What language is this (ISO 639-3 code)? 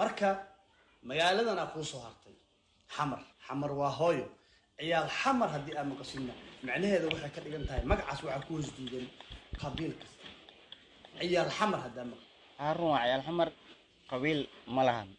som